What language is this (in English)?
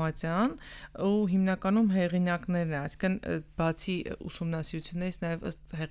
Armenian